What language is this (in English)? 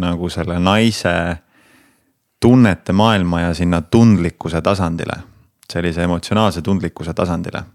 Estonian